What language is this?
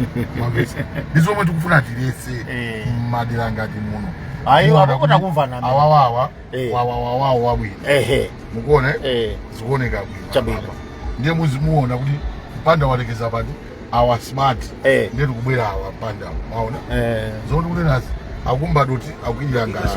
Nyanja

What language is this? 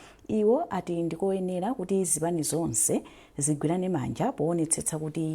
Nyanja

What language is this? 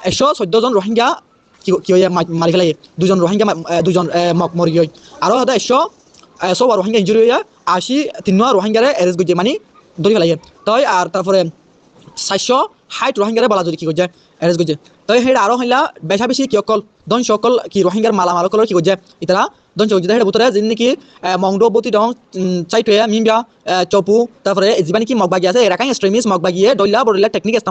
Rohingya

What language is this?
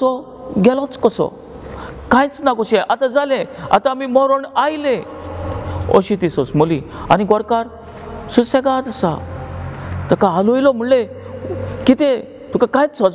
Konkani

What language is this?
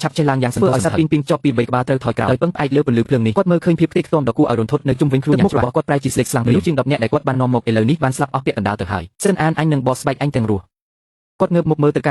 Khmer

